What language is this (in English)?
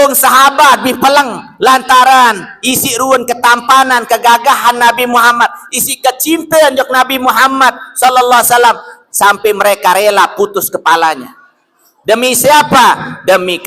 Sasak